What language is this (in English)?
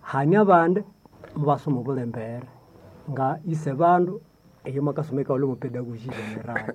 Nande